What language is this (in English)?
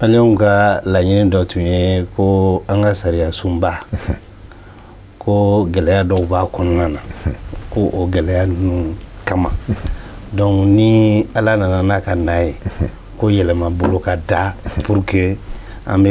Bambara